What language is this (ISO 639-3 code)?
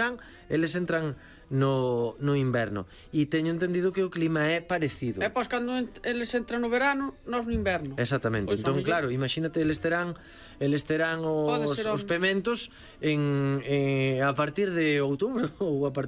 glg